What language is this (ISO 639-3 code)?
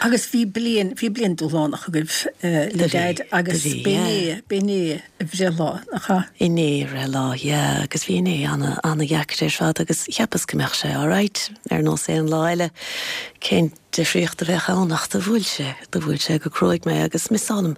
gle